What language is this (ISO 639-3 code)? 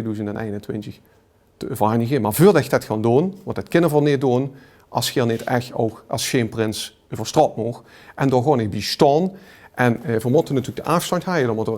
lim